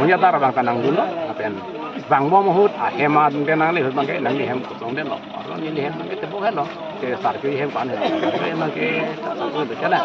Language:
Karbi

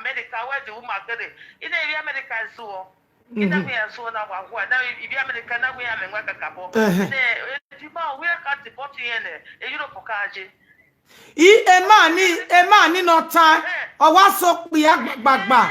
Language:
Nigerian Pidgin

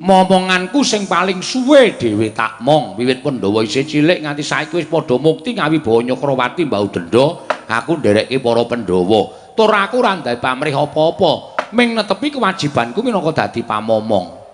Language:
Javanese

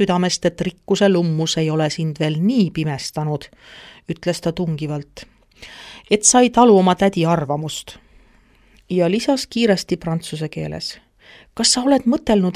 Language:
Estonian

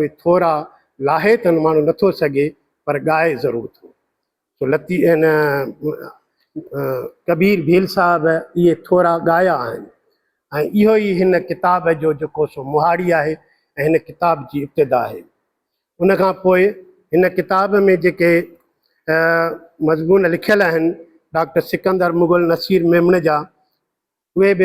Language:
Sindhi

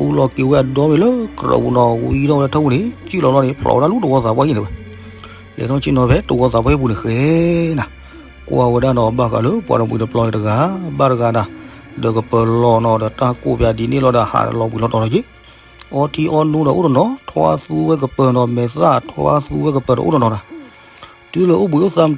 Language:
S'gaw Karen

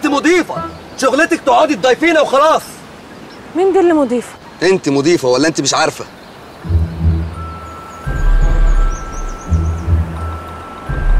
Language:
Egyptian Arabic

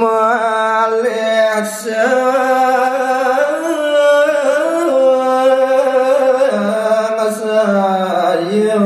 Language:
Balinese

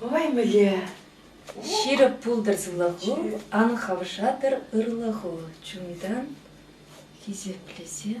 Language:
Chuvash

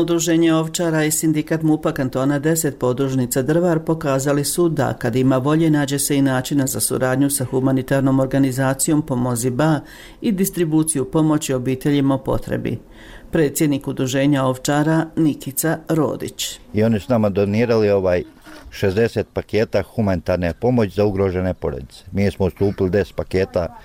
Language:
Bosnian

